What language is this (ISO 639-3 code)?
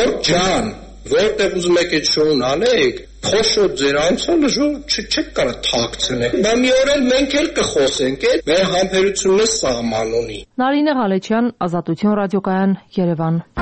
hye